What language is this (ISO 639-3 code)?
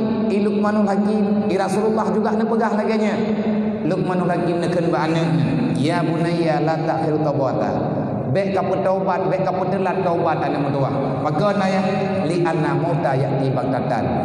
ace